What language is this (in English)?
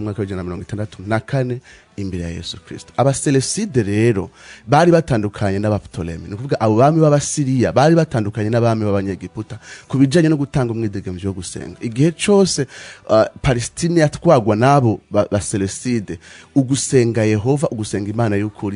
Rundi